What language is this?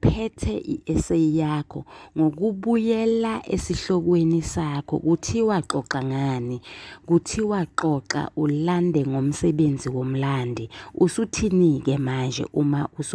Zulu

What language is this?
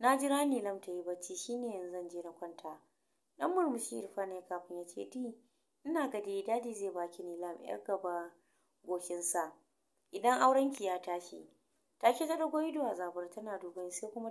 Hausa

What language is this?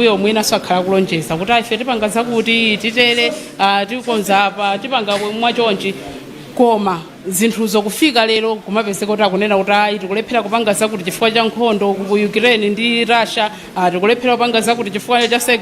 Nyanja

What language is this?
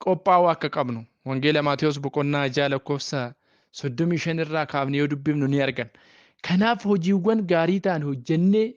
Oromo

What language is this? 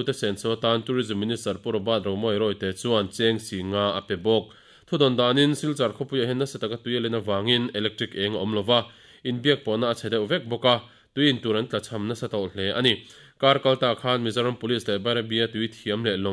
Mizo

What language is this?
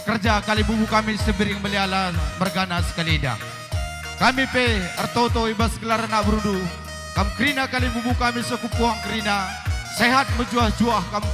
Batak Karo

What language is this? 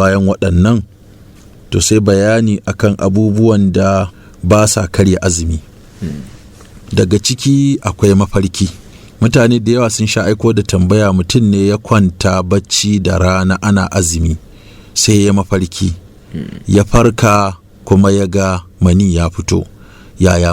Hausa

